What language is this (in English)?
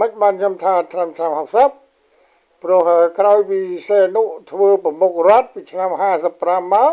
Khmer